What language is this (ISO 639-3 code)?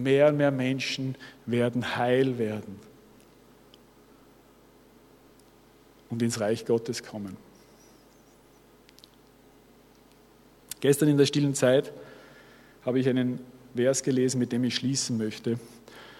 deu